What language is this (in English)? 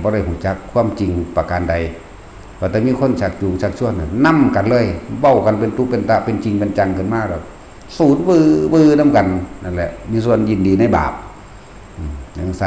Northeastern Thai